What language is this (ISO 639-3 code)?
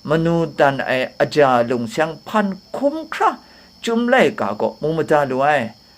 kac